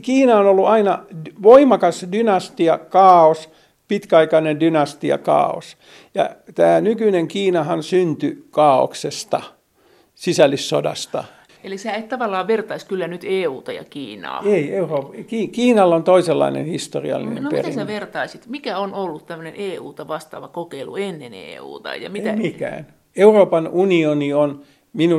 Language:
Finnish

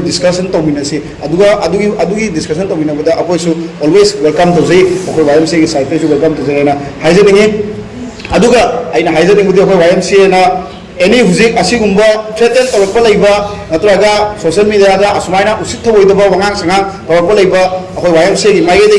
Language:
Manipuri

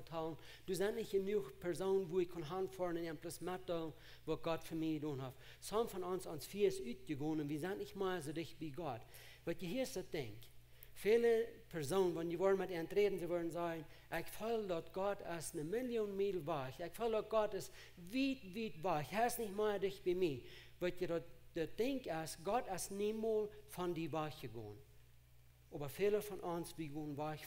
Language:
Plautdietsch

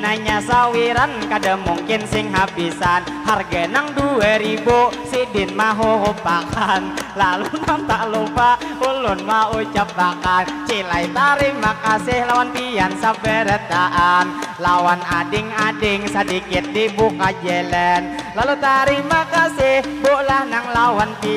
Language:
Banjar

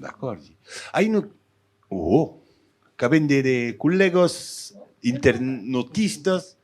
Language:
Occitan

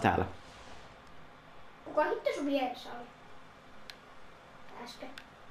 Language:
Finnish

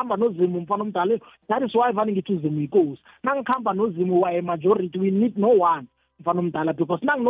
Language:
South Ndebele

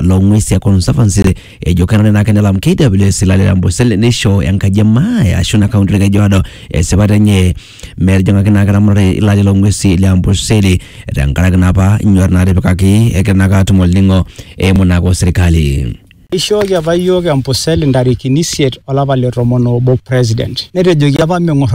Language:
Masai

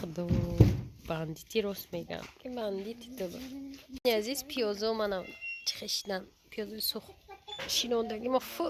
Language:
Tajik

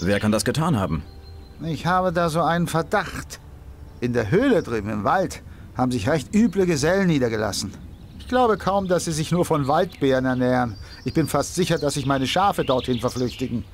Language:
Bavarian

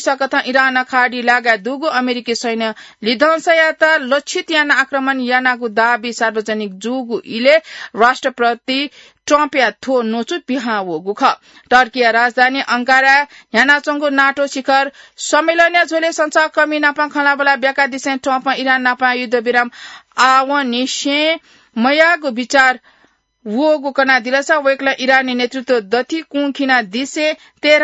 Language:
Newari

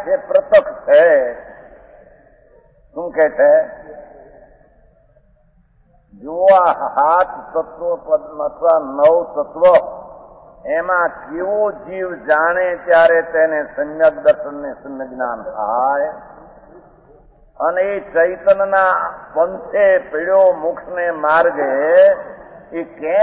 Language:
Gujarati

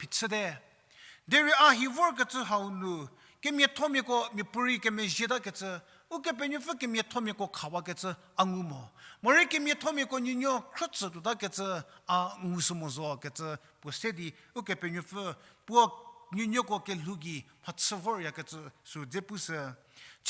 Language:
Angami Naga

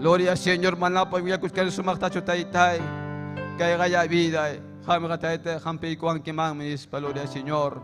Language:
Ayacucho Quechua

